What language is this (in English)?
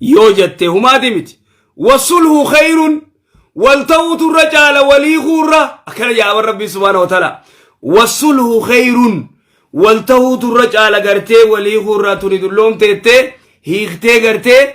Oromo